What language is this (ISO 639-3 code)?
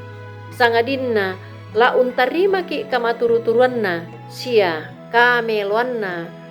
sda